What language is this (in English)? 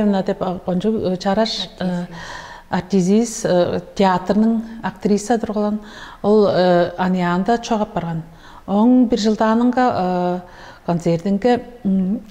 Tuvinian